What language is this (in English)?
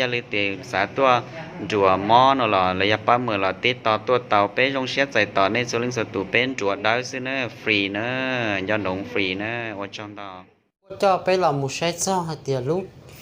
Hmong